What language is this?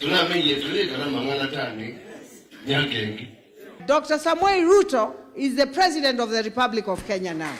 Kamba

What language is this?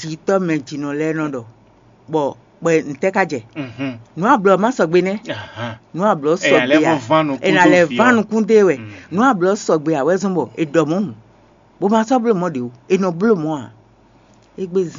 Fon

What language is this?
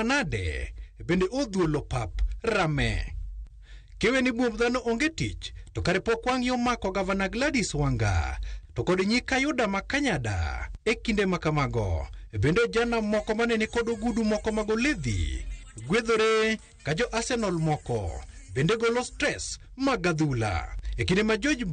Luo (Kenya and Tanzania)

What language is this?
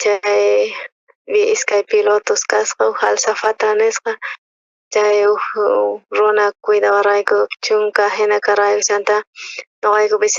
South Bolivian Quechua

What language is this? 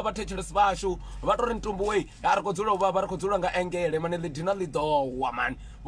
Venda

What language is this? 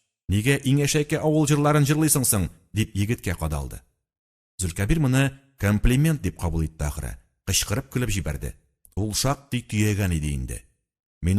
Tatar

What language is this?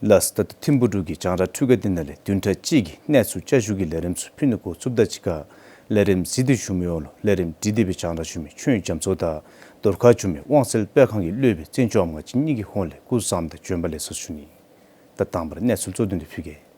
Dzongkha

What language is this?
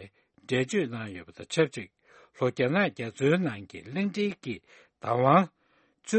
Tibetan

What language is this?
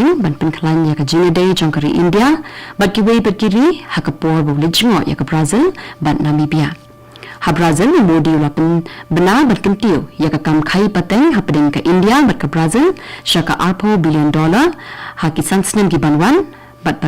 Khasi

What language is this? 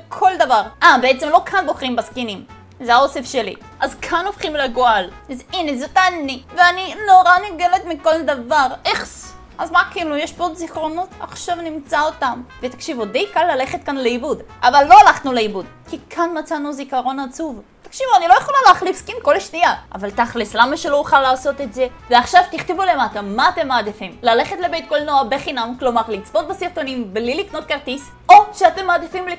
Hebrew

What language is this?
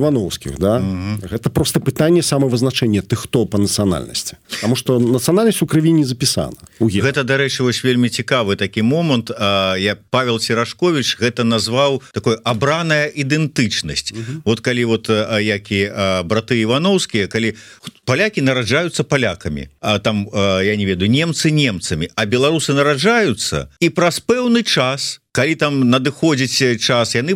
Belarusian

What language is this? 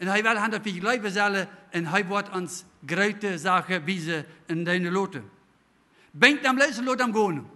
Plautdietsch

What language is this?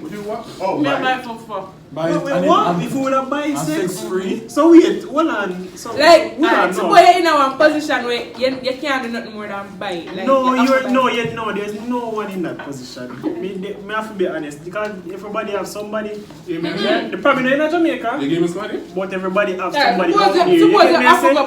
Jamaican Creole English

